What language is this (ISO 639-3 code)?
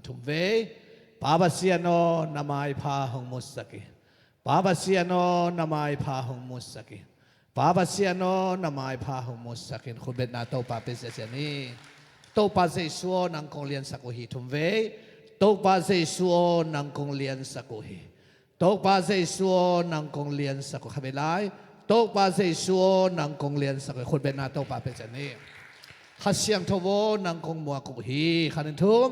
ctd